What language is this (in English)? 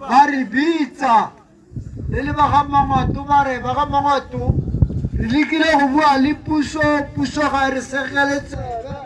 Tswana